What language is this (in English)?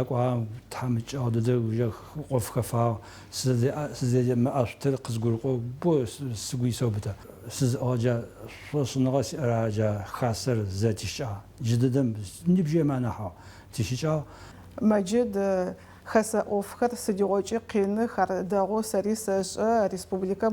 Adyghe